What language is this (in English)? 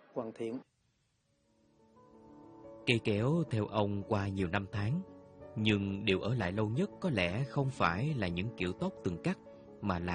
Vietnamese